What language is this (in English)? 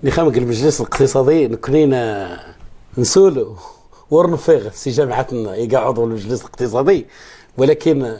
Moroccan Arabic